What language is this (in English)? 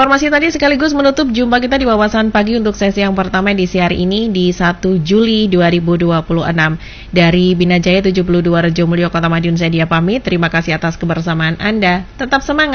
Indonesian